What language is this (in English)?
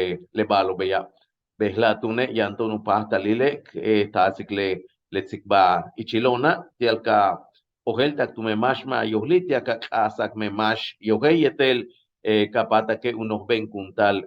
Yucateco